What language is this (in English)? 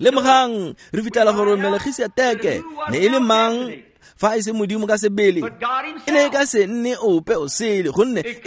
Tswana